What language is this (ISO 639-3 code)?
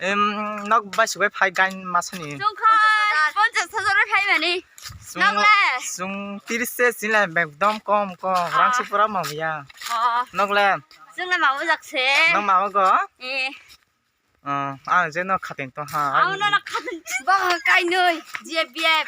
trp